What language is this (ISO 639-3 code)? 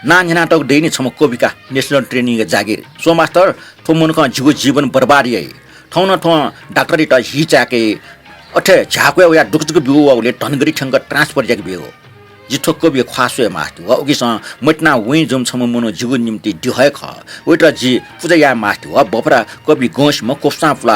new